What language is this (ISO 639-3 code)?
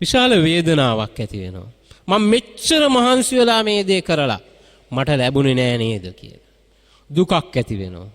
sin